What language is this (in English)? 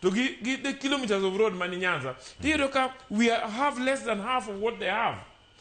Luo (Kenya and Tanzania)